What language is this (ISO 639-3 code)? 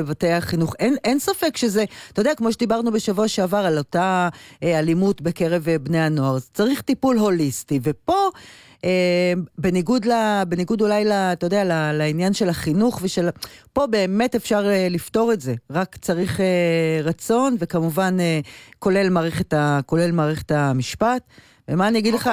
heb